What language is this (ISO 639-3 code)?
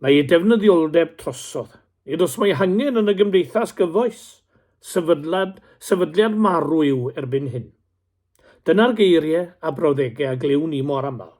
cym